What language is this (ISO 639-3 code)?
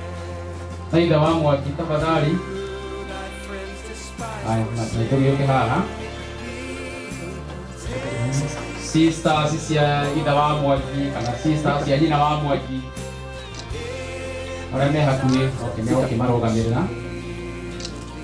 kik